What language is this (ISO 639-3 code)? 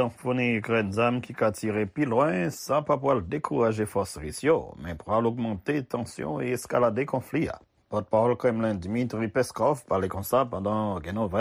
hat